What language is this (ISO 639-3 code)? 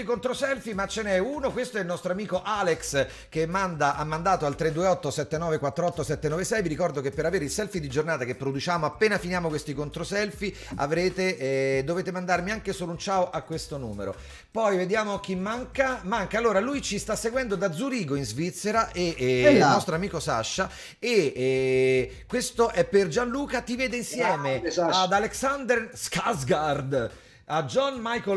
ita